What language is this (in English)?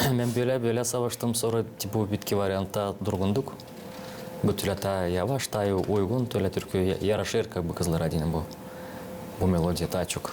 Gagauz